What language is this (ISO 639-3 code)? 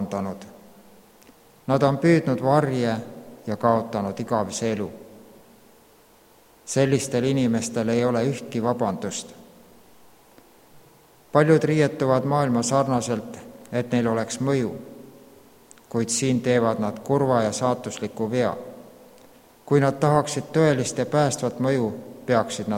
est